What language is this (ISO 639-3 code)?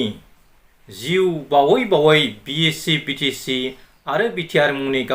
brx